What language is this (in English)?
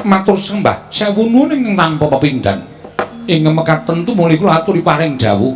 Javanese